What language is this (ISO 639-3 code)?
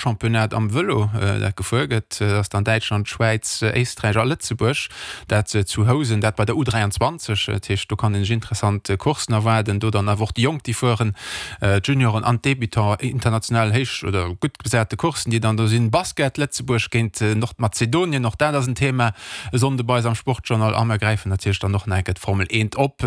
ltz